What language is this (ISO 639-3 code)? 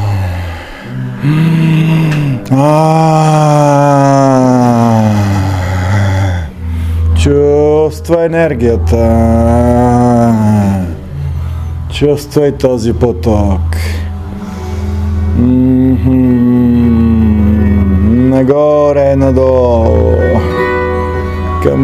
bul